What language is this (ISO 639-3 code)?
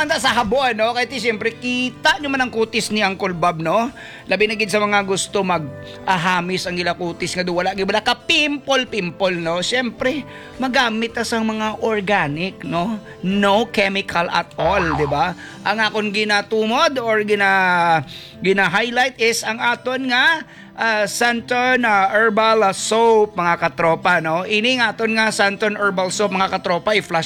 hil